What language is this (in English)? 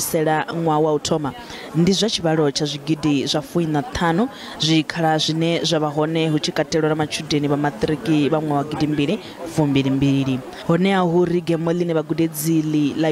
Venda